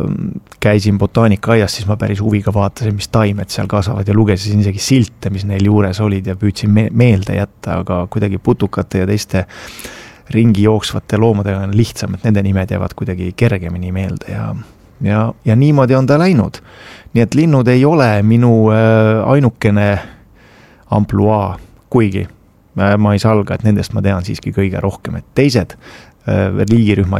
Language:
Estonian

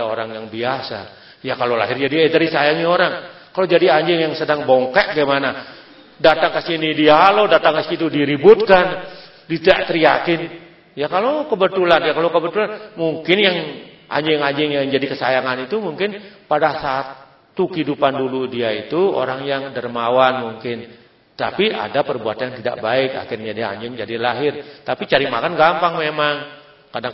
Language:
Indonesian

